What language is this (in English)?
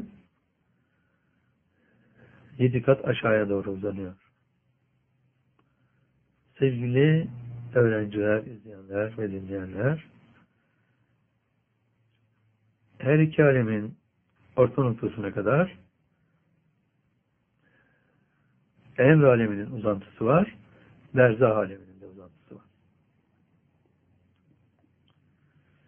Turkish